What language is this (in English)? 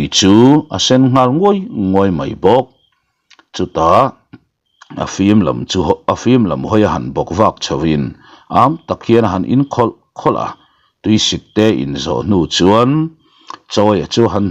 Mizo